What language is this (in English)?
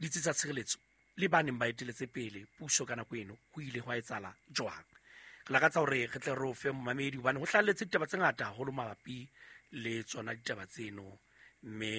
Southern Sotho